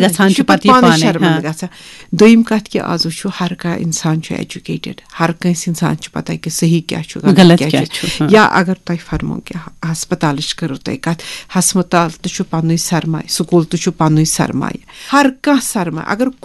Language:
Kashmiri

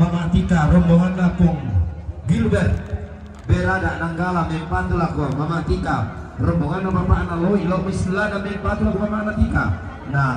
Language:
Toraja-Sa'dan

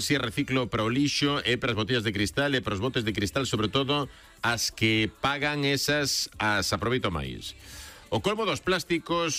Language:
Galician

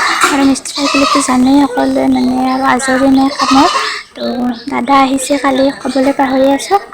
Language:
Assamese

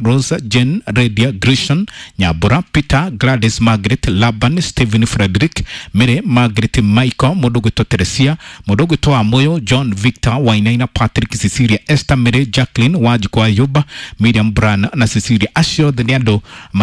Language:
Kikuyu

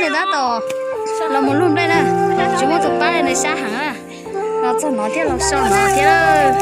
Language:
Hmong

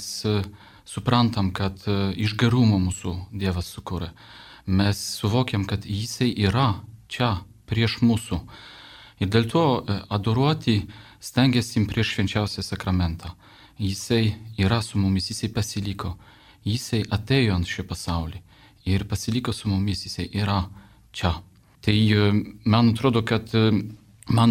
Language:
Lithuanian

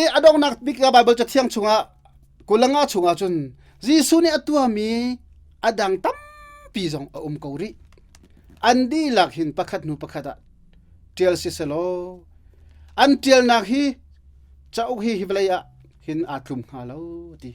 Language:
Hakha Chin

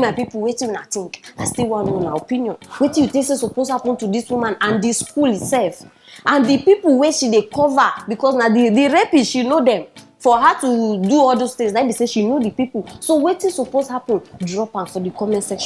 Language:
Nigerian Pidgin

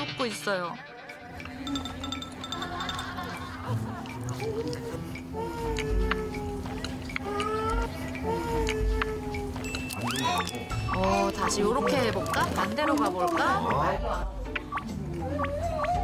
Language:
Korean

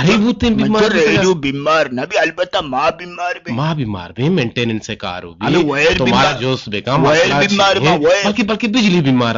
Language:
Eastern Balochi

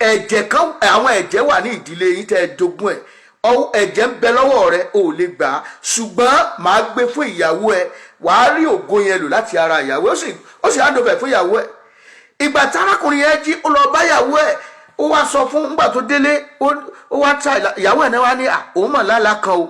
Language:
Yoruba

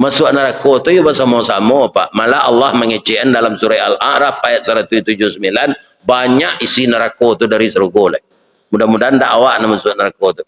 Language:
Minangkabau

